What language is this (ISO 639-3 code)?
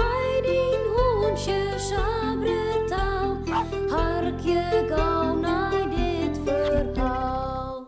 fry